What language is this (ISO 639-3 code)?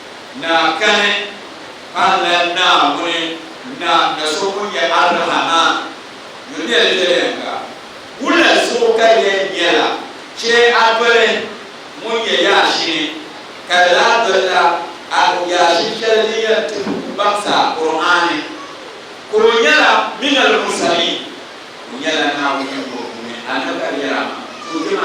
dag